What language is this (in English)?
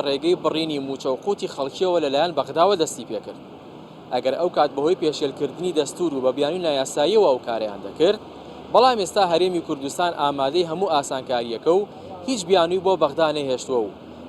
Central Kurdish